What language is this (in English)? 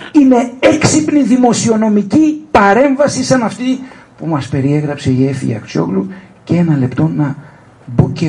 Greek